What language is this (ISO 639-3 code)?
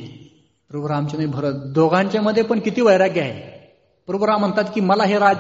mar